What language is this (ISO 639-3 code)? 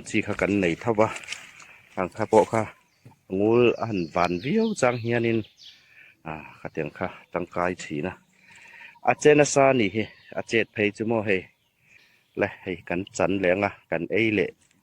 hmr